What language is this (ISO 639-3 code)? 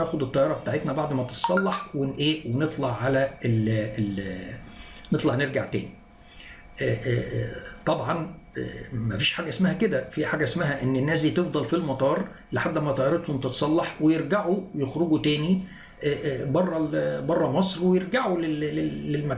arz